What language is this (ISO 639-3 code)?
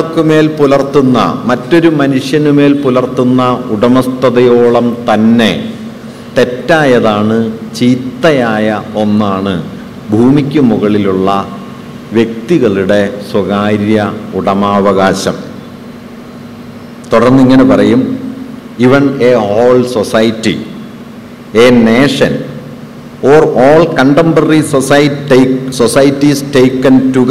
mal